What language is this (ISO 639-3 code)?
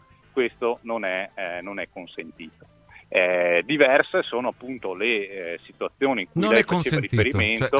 ita